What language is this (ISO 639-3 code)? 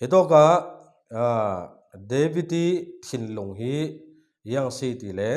cfm